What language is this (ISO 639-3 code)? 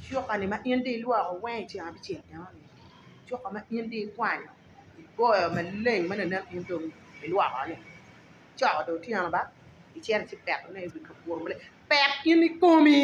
ach